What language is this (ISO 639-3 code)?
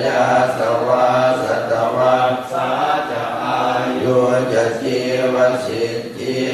pli